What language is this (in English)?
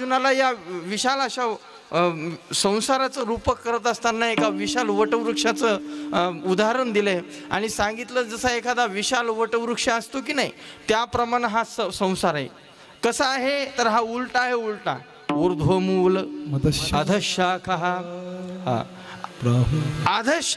Marathi